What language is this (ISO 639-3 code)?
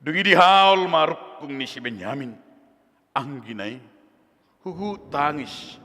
bbc